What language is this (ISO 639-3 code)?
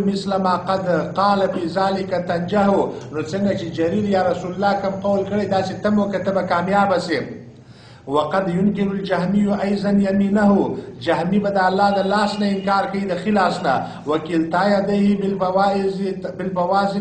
pus